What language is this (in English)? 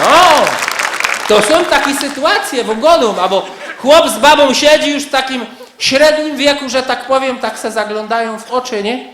Silesian